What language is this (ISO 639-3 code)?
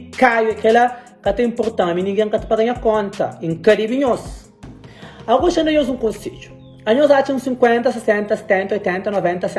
kea